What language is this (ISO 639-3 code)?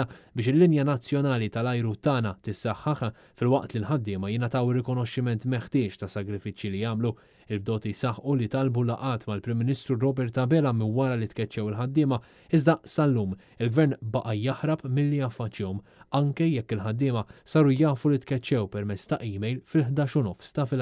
mlt